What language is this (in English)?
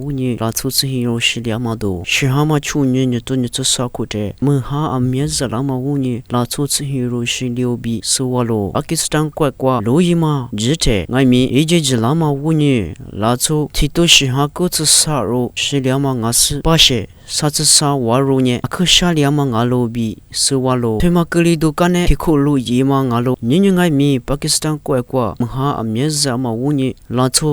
Lisu